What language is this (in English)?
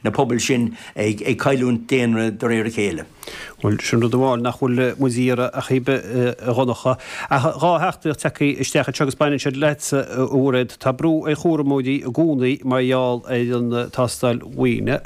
Irish